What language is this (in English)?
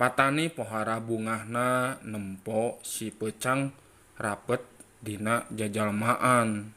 Sundanese